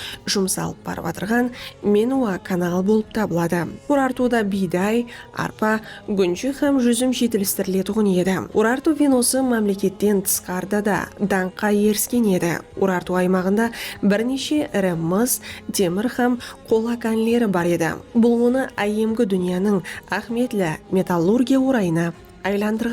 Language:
Kara-Kalpak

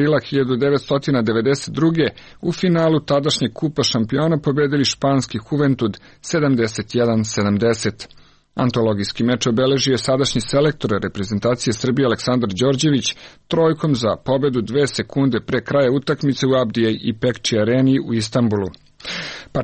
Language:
Serbian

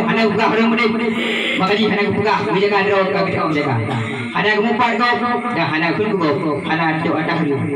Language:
Achinese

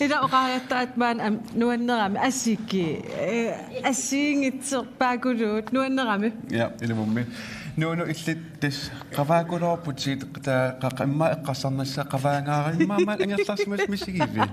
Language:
Kalaallisut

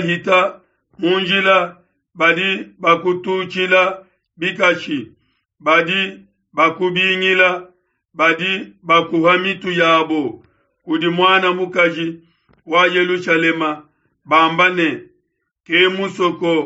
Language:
Luba-Lulua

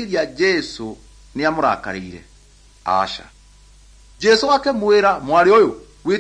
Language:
Kikuyu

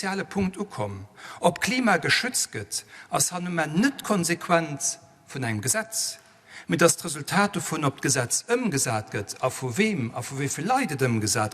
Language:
Luxembourgish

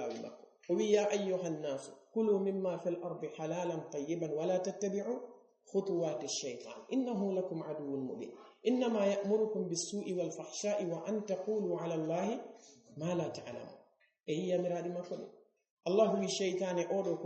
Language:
Fula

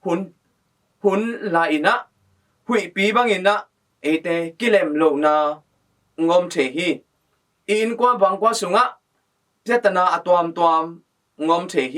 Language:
Tedim Chin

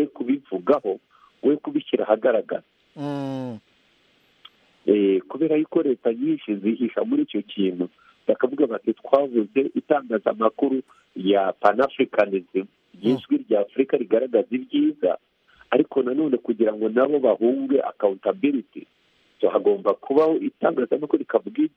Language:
Kinyarwanda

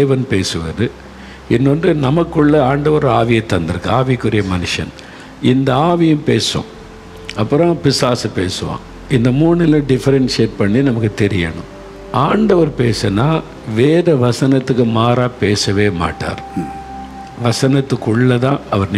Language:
Tamil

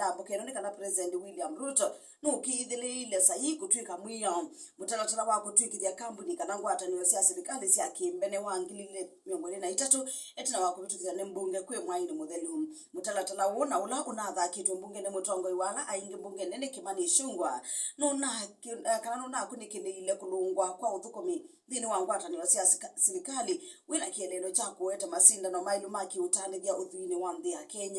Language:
Kamba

